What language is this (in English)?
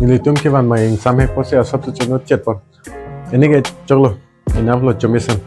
Karbi